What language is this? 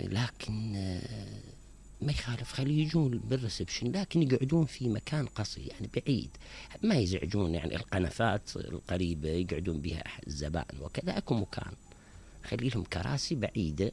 Mesopotamian Arabic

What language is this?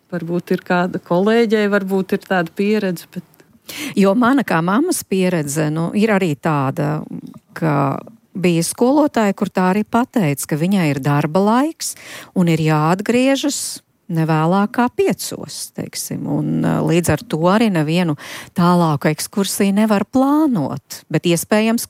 Latvian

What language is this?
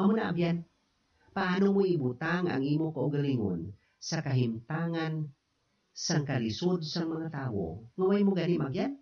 Hiligaynon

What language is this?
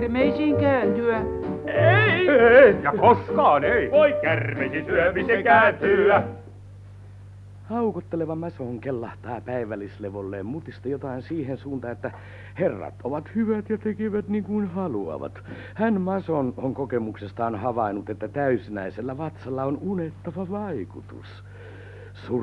Finnish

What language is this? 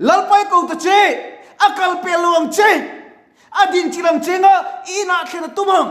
Mizo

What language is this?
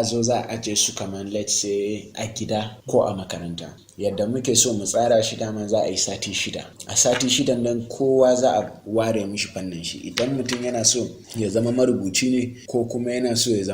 Hausa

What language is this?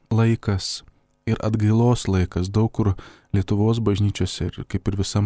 Lithuanian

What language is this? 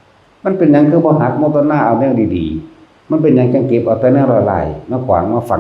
Northeastern Thai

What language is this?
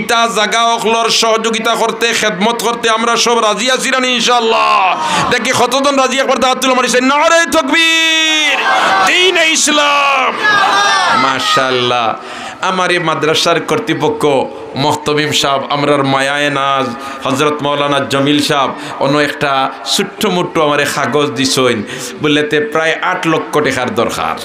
Sylheti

